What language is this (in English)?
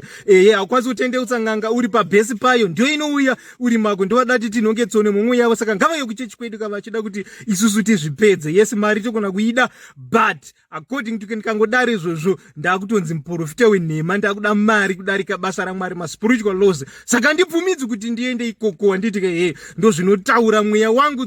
Shona